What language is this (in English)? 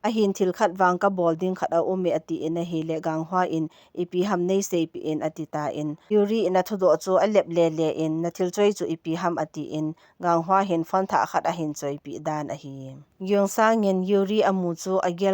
Thado Chin